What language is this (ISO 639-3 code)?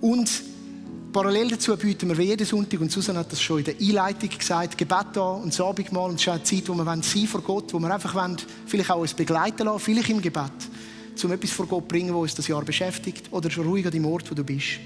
gsw